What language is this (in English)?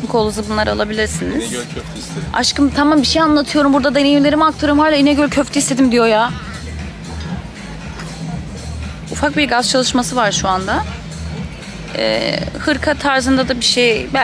Turkish